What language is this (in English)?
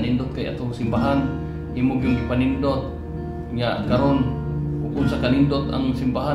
Cebuano